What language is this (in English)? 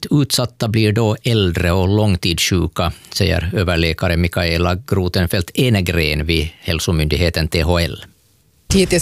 Swedish